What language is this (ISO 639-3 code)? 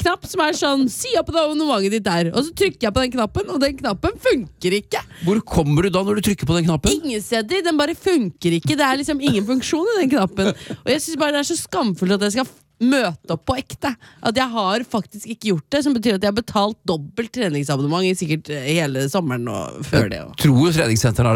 nor